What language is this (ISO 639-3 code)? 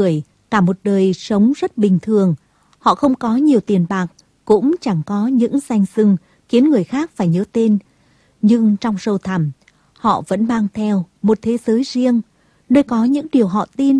vie